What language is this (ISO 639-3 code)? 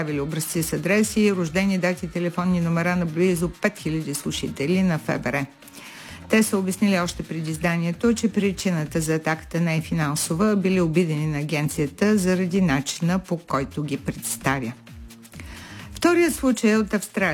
bul